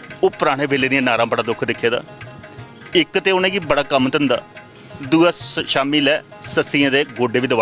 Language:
Dogri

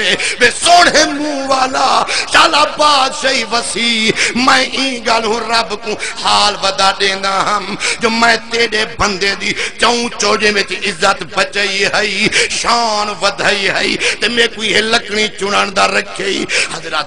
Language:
Saraiki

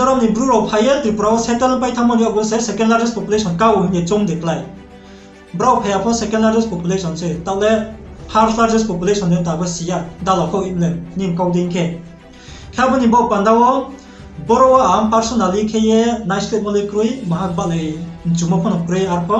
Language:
Riang (India)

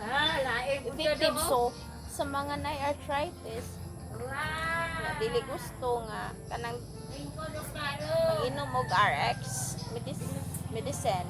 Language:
Cebuano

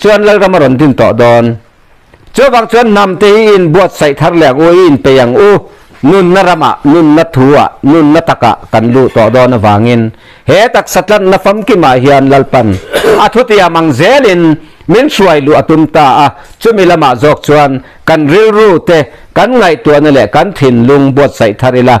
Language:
Mizo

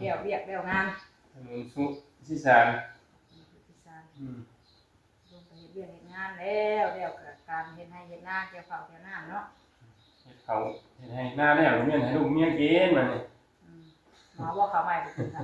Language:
Northeastern Thai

